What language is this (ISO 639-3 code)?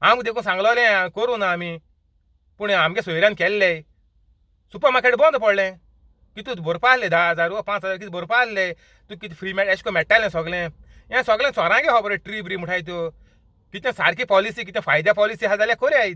kok